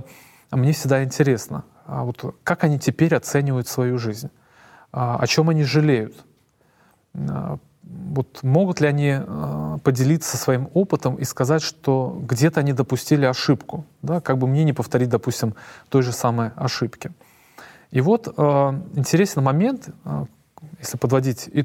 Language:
Russian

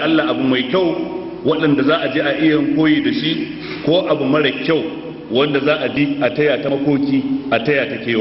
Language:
Hausa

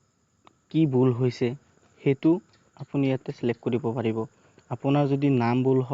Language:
Assamese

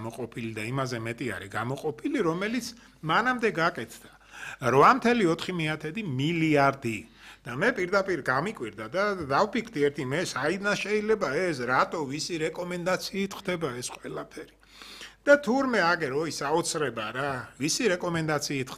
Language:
Georgian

